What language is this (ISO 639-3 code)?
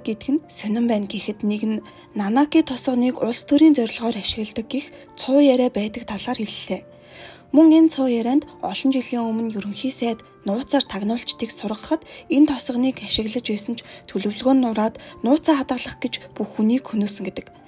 mon